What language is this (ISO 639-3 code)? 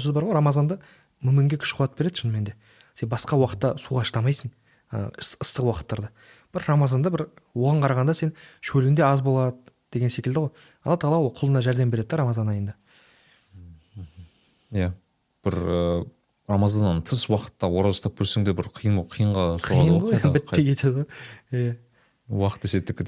kaz